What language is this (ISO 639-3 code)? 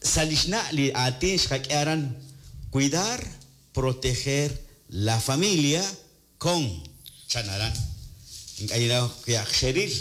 kek